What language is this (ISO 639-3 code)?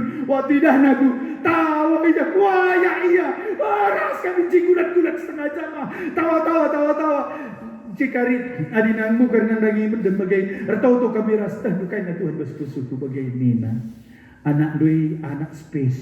btx